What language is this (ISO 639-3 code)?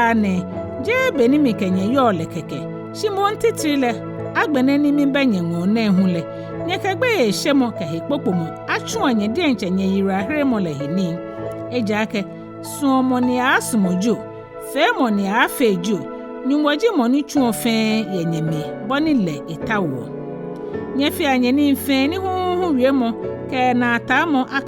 gaa